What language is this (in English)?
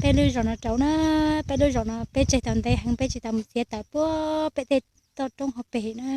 Hmong